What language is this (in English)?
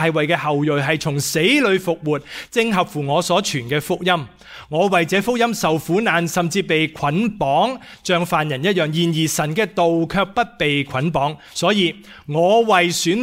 Cantonese